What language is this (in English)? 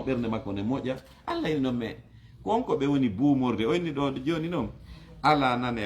Fula